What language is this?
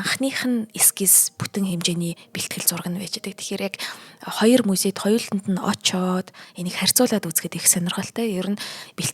Mongolian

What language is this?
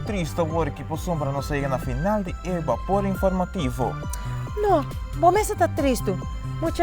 Papiamento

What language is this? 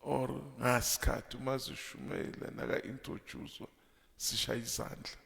Zulu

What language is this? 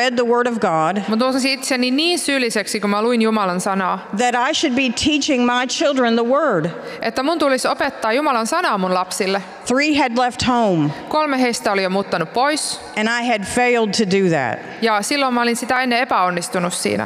Finnish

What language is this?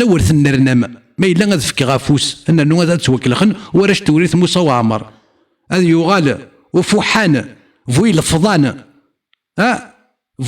Kabyle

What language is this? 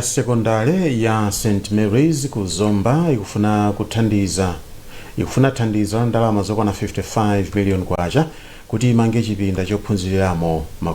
Nyanja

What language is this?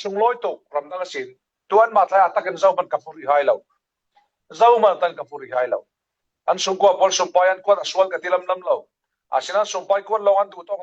Falam Chin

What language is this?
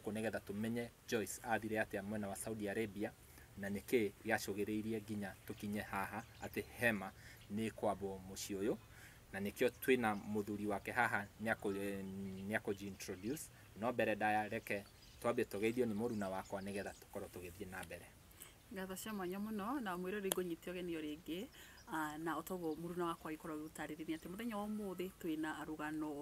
Kikuyu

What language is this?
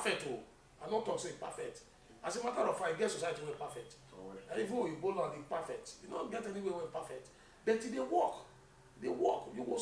Nigerian Pidgin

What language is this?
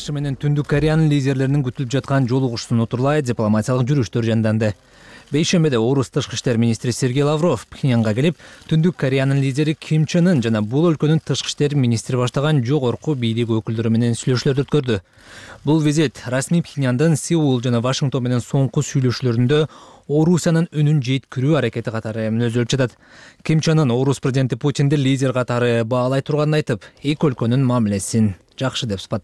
Kyrgyz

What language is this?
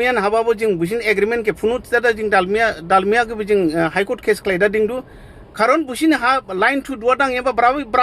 Dimasa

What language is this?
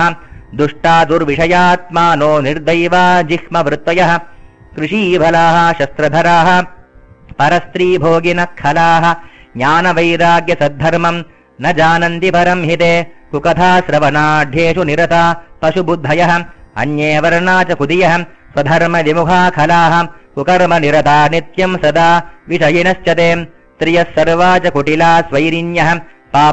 Sanskrit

